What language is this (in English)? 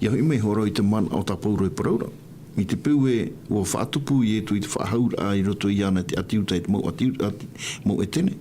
Tahitian